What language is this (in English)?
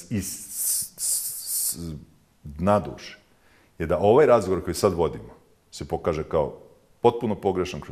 Bosnian